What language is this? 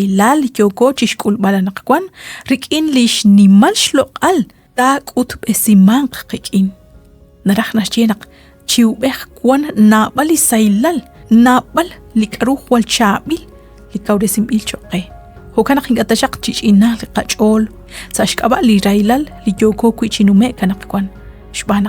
Kekchí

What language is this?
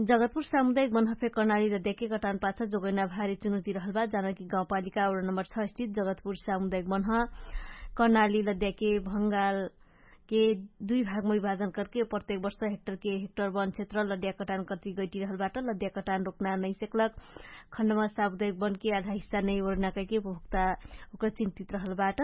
Dangaura Tharu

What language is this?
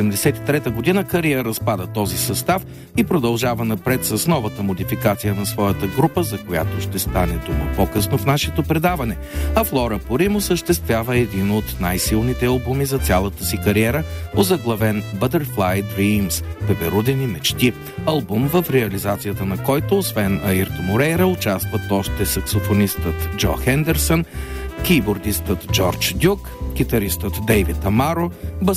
Bulgarian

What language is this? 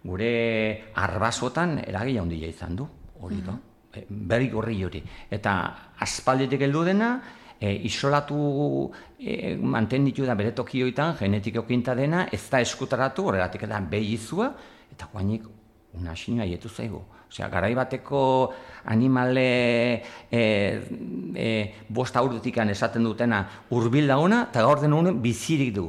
Basque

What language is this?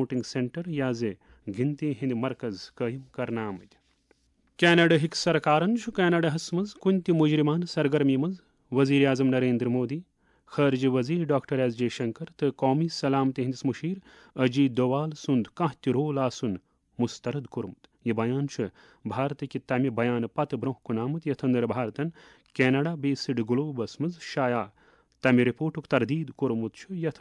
Kashmiri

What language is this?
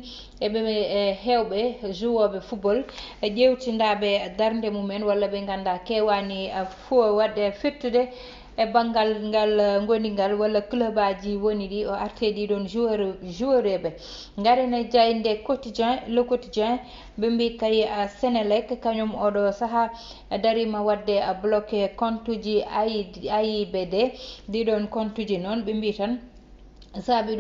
Fula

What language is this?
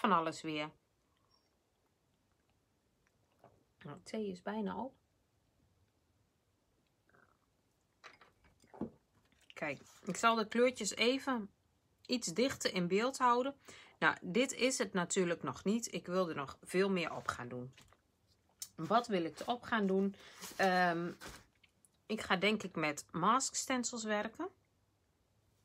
Dutch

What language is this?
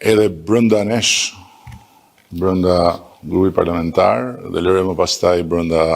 Albanian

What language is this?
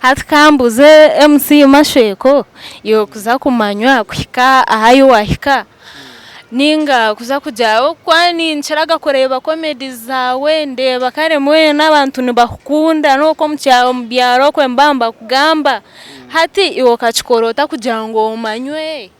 Nyankole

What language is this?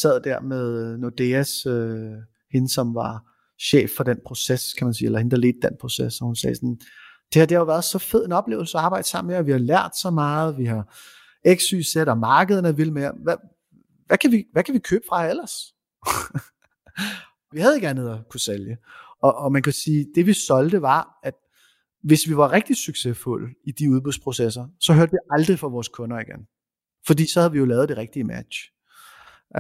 Danish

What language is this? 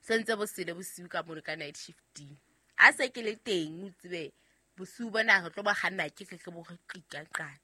Southern Sotho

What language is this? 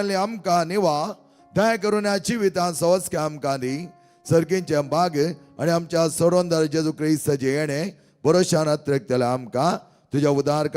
Konkani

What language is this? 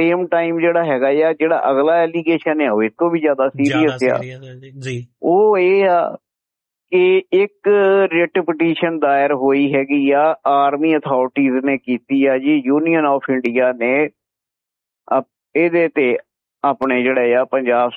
Punjabi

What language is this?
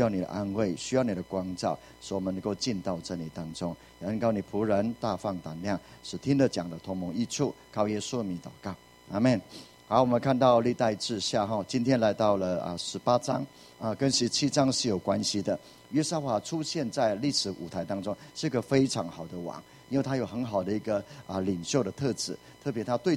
Chinese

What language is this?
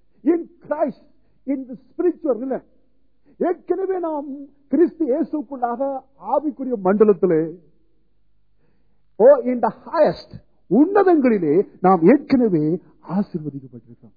Tamil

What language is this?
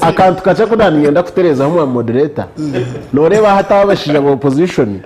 Nyankole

